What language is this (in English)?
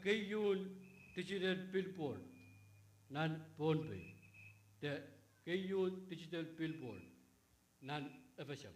Pohnpeian